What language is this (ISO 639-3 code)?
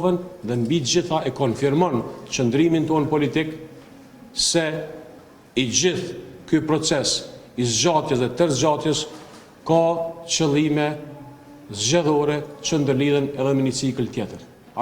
sqi